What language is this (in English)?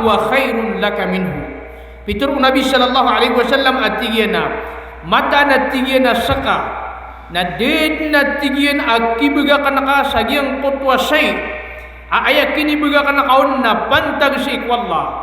Maranao